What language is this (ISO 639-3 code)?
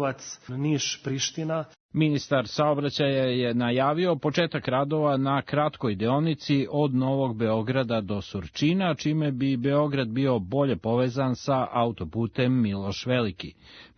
srp